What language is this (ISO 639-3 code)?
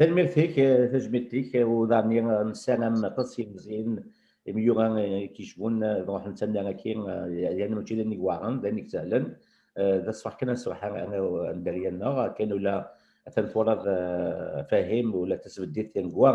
kab